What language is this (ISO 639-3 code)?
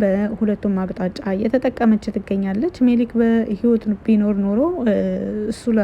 amh